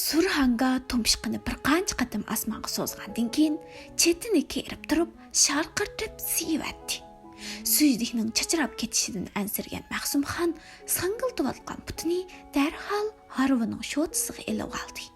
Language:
Uyghur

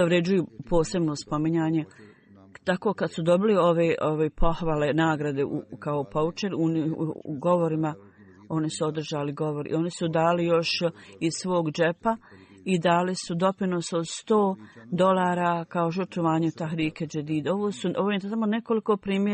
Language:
Bosnian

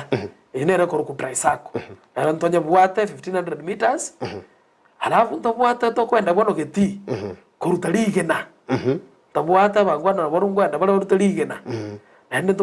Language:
Gusii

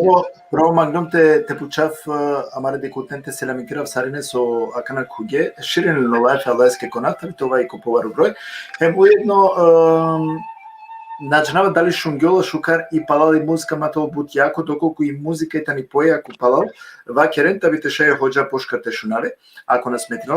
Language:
Balkan Romani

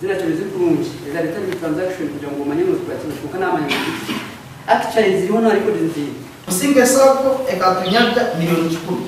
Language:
Nyankole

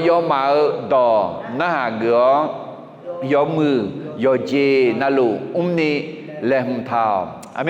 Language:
Akha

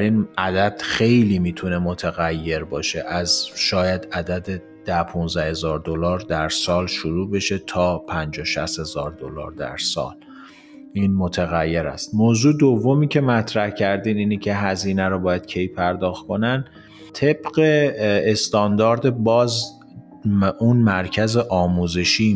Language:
Persian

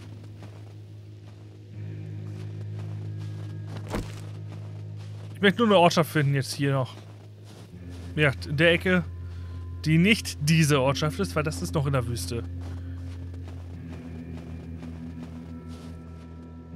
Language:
German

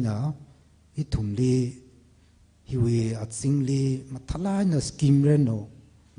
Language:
Tangkhul Naga (India)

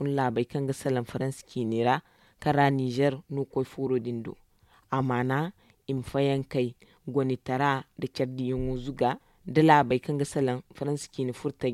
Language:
Zarma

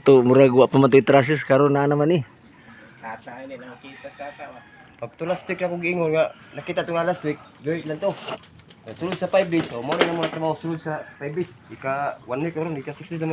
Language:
Cebuano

